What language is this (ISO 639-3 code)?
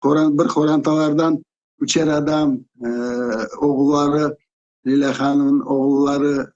crh